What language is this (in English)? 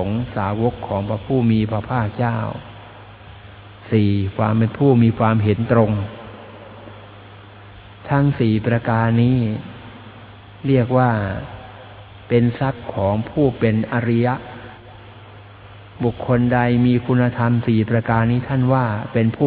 Thai